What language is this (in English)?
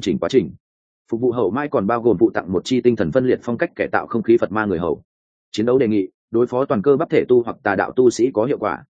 Vietnamese